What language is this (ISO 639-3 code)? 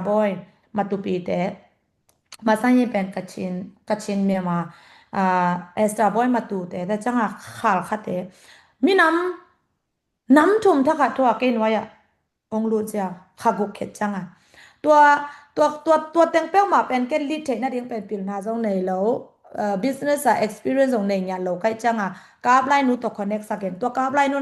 ctd